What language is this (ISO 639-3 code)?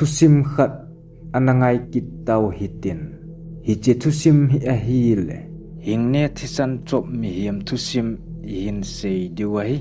tcz